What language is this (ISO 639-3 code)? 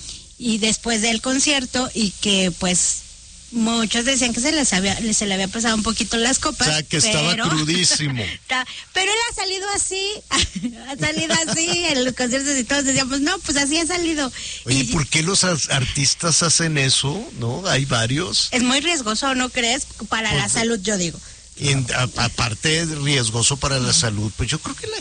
spa